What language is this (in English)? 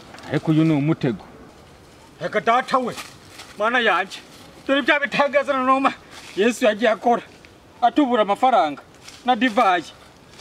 Kinyarwanda